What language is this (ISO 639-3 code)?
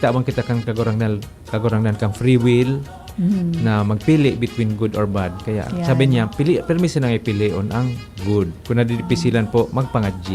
bik